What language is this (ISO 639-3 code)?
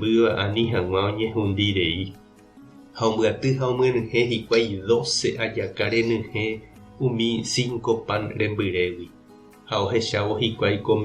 grn